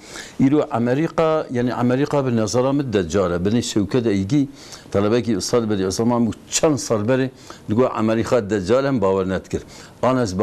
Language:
Kurdish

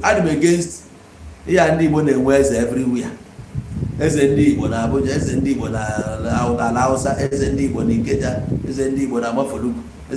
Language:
Igbo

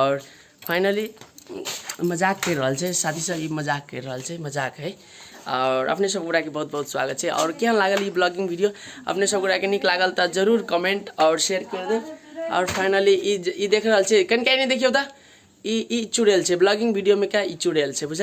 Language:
Maithili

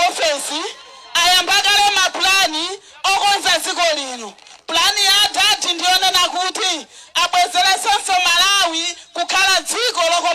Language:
Nyanja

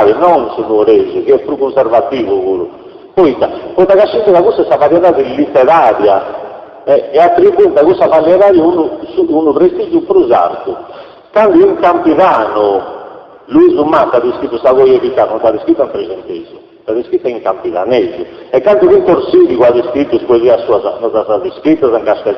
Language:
Sardinian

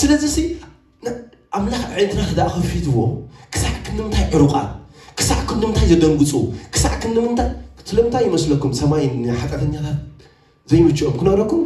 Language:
Tigrinya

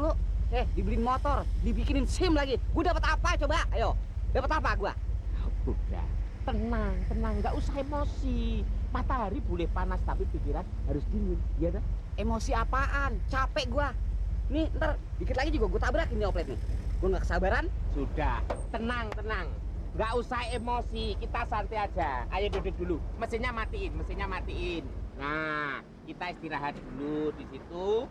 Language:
Betawi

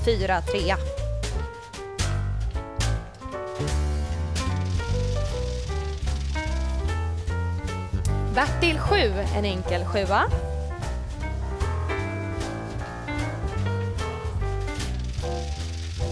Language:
Swedish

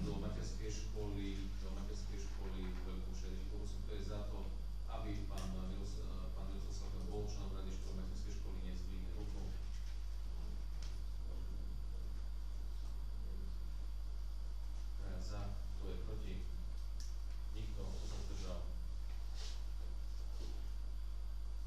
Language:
Slovak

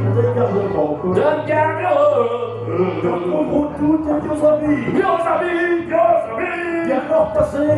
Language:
Picard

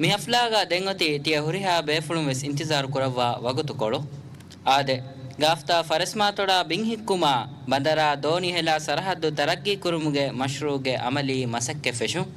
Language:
Divehi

